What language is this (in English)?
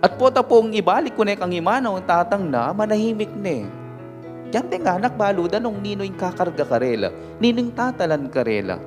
Pampanga